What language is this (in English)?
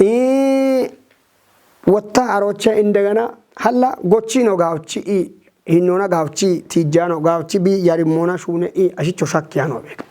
Kafa